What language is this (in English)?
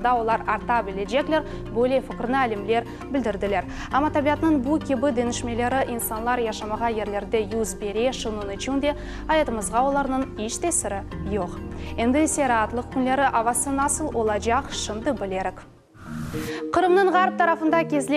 Crimean Tatar